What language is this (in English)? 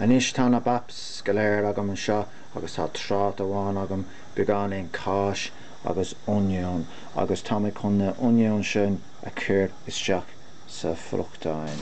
Irish